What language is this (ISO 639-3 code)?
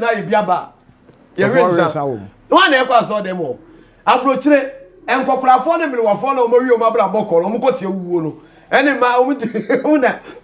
aka